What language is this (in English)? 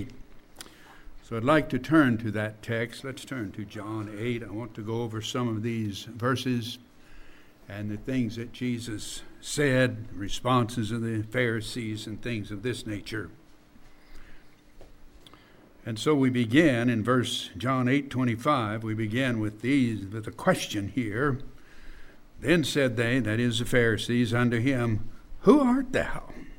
English